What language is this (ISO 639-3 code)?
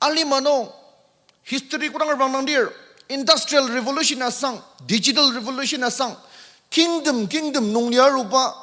njo